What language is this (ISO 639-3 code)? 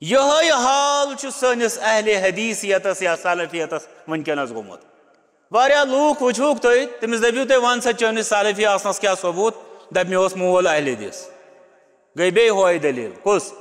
kas